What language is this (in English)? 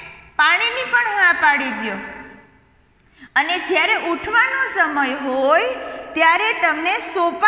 Gujarati